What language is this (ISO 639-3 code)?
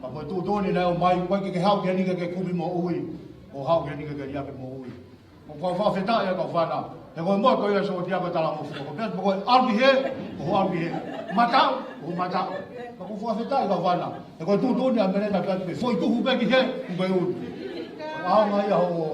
ton